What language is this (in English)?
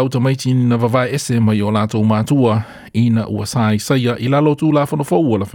Samoan